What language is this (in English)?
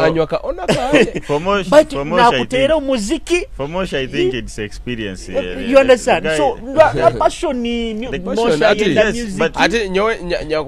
Nyoro